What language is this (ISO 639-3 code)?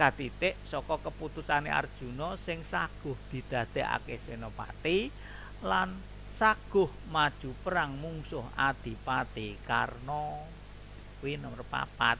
jav